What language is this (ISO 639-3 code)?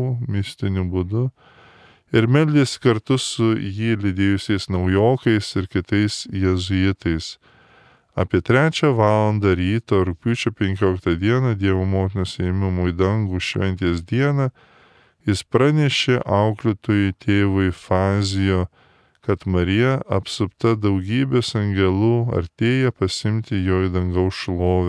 lit